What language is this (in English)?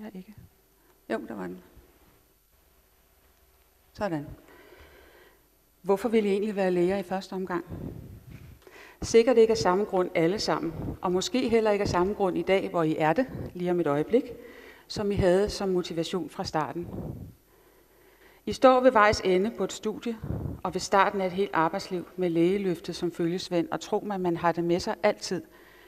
Danish